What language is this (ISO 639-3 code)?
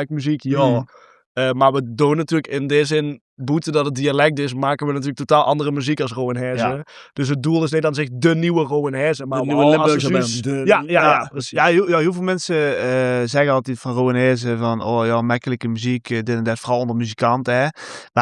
lim